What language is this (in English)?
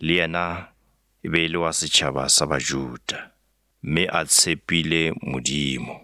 Northern Sotho